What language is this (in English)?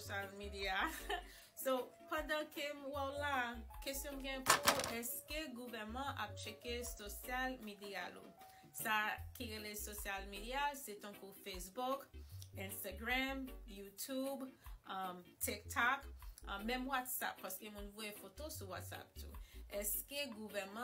Haitian Creole